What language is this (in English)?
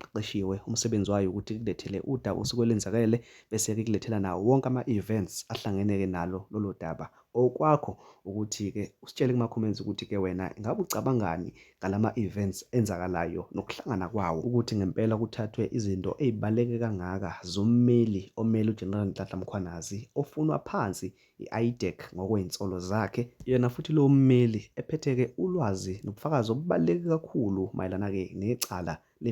Zulu